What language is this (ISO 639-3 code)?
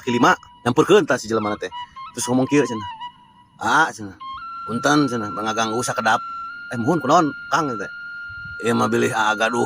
sun